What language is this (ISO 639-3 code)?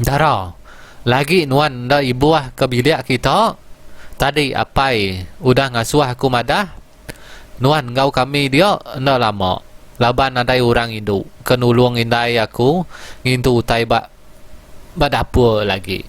iba